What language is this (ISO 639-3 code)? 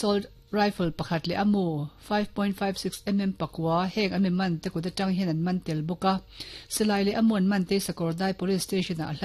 lus